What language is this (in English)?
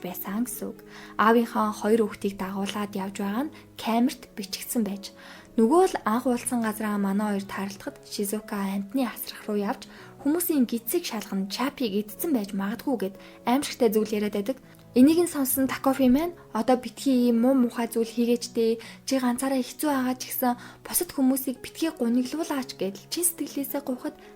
Mongolian